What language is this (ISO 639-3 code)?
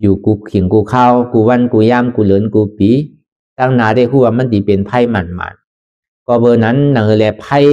shn